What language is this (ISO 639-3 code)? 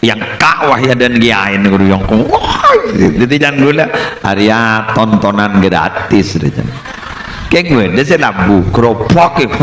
mad